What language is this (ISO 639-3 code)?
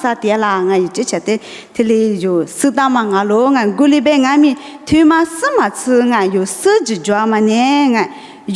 lis